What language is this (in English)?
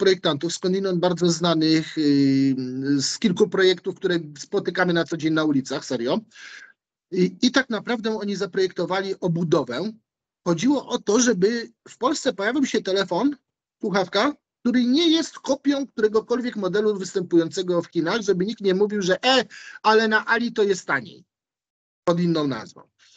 Polish